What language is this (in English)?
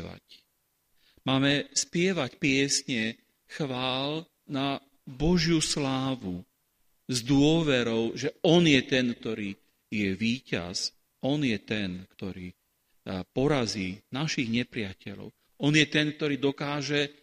Slovak